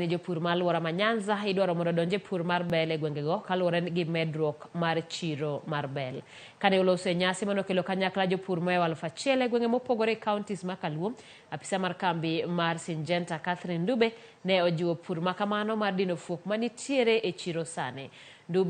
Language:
Luo (Kenya and Tanzania)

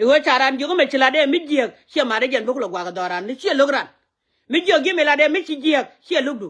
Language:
Nuer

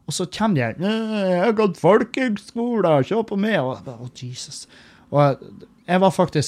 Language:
Norwegian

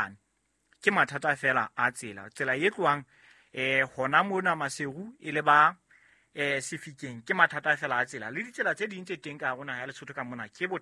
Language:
Southern Sotho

